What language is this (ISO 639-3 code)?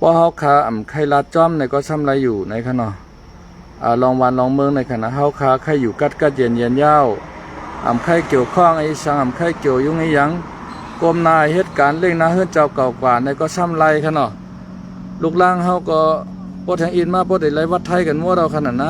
shn